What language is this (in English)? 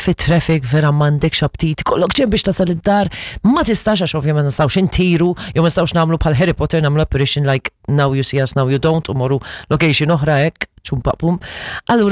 Maltese